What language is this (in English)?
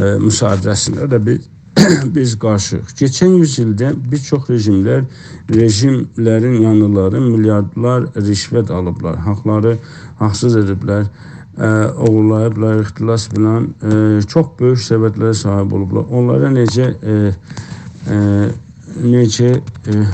South Azerbaijani